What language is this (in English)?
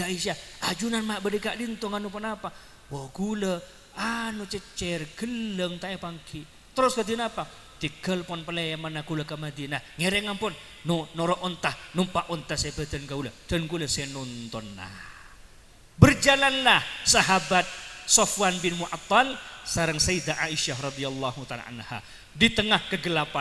Madurese